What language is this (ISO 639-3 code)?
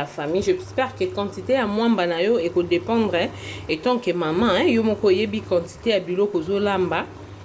lin